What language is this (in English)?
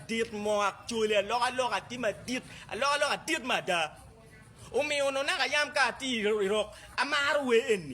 Acoli